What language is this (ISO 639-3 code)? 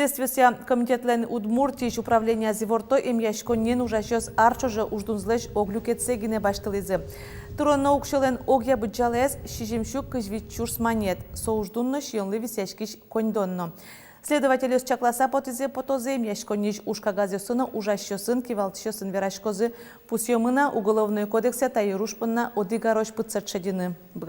udm